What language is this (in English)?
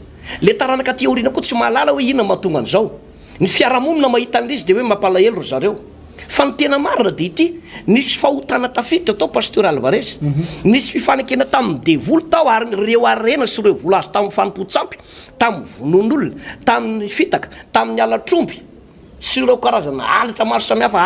Malagasy